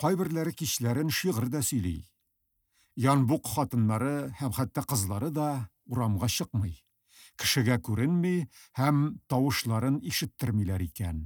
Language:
Tatar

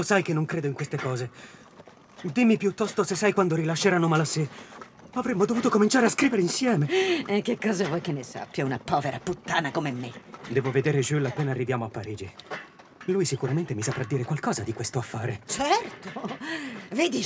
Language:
Italian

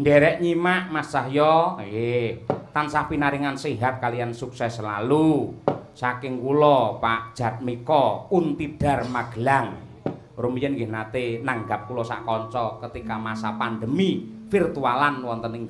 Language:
Javanese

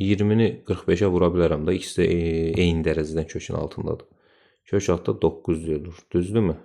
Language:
Azerbaijani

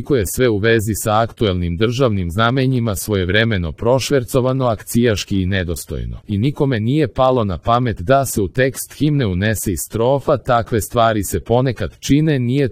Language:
Serbian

